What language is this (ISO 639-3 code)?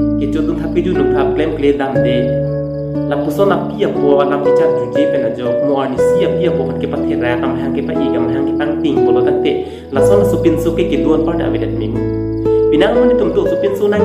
mjw